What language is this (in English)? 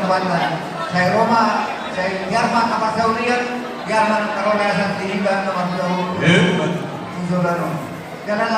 Batak Toba